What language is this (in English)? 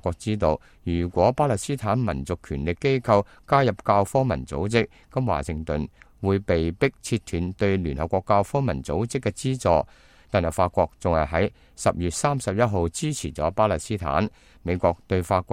Cantonese